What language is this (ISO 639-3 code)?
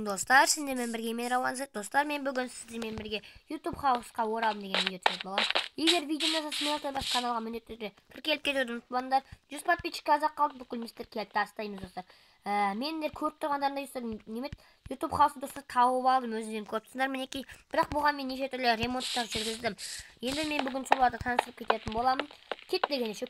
kaz